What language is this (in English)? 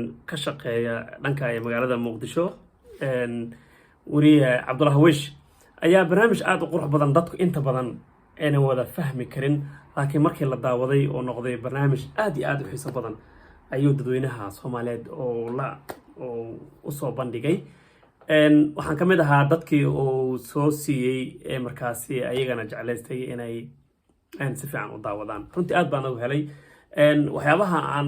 Somali